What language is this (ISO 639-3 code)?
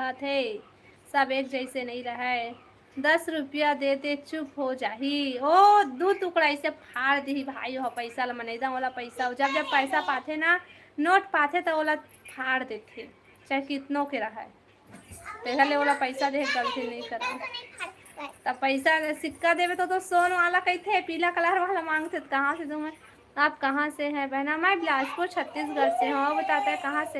hne